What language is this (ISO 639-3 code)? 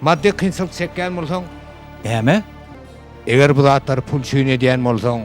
tuk